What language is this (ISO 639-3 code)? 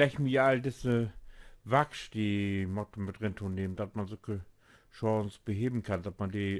nds